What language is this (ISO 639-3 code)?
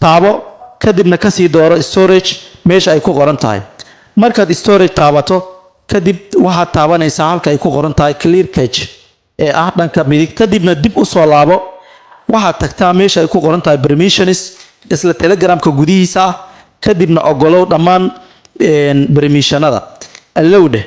som